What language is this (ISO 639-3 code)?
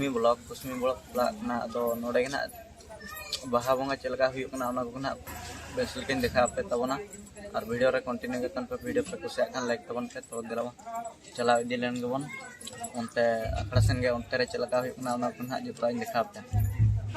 sat